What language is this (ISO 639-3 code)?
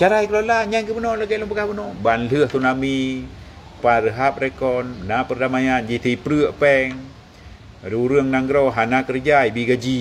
ace